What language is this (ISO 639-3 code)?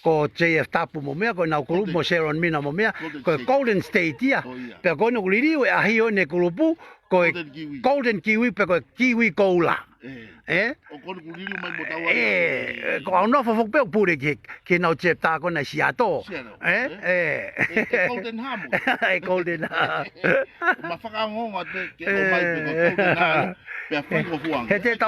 ton